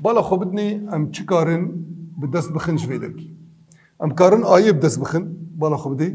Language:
Kurdish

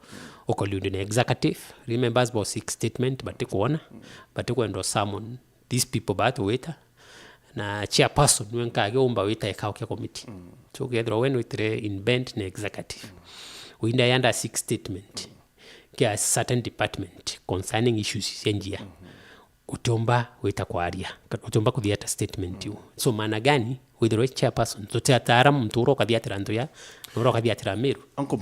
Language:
Meru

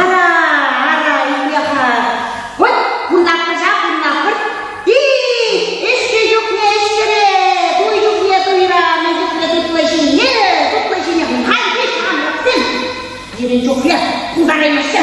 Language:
Chuvash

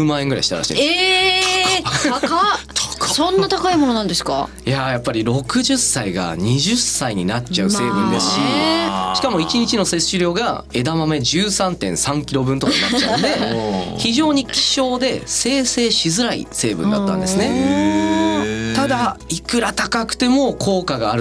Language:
Japanese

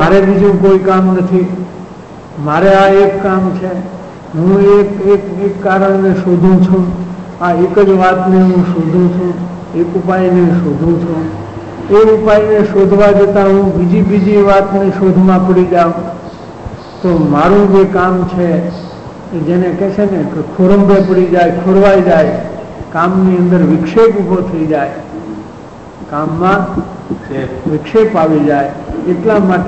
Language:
Gujarati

